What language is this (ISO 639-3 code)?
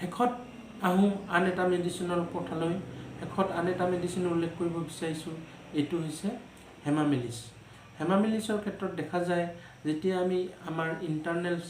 asm